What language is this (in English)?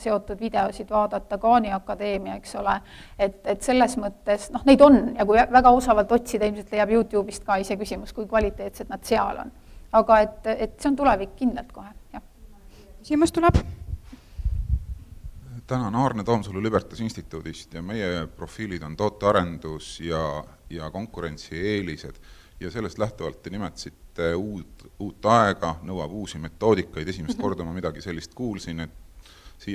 Estonian